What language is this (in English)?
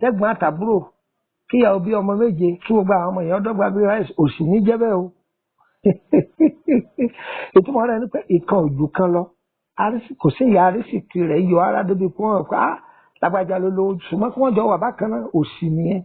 Yoruba